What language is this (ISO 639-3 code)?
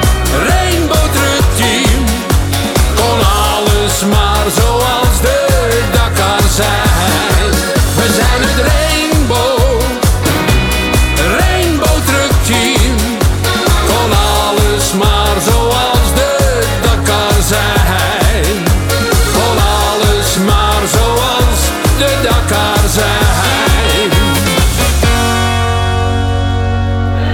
nld